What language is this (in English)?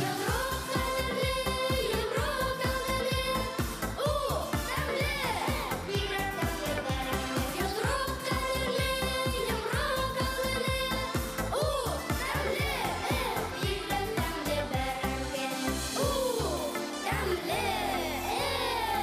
Bashkir